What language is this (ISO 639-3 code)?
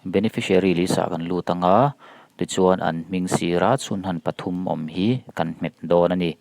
lus